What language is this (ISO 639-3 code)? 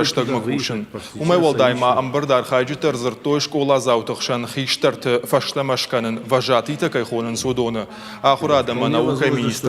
oss